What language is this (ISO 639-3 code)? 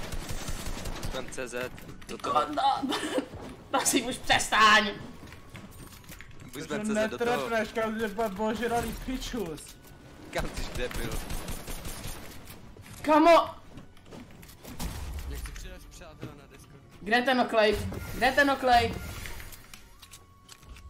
ces